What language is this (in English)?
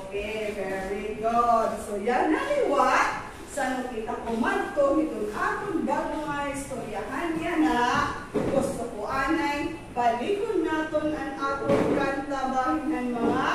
Waray